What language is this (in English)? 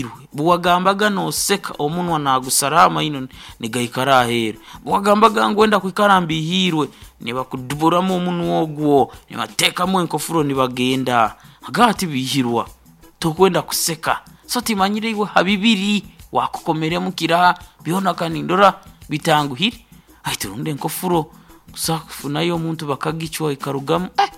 Nyankole